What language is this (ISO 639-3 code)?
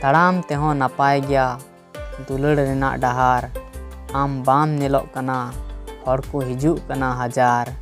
sat